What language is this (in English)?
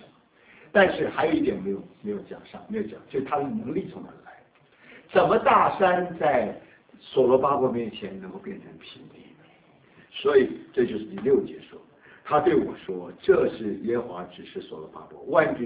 Chinese